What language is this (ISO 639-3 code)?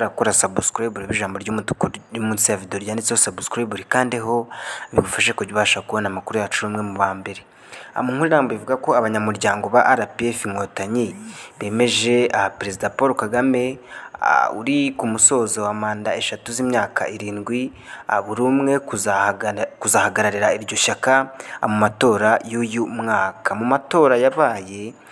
kin